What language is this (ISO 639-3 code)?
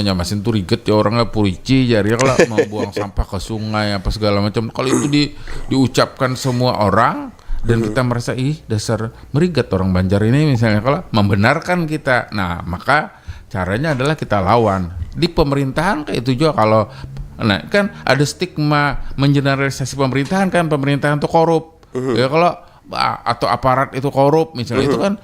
bjn